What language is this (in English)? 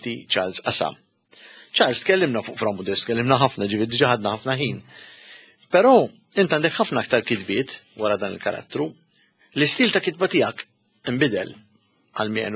Maltese